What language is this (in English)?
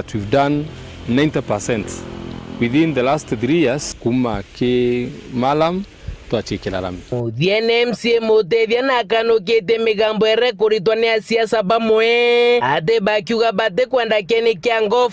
Meru